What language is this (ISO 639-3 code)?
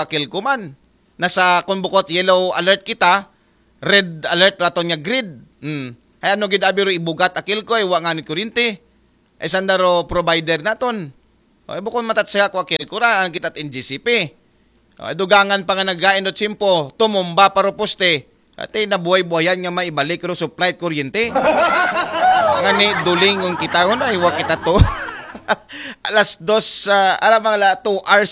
akl